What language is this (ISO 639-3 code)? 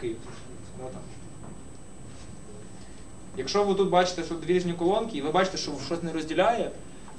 ukr